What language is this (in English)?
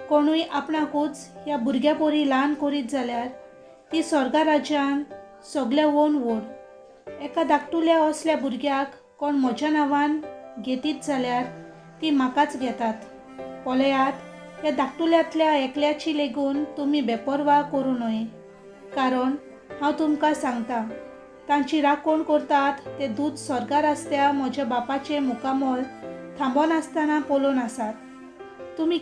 Konkani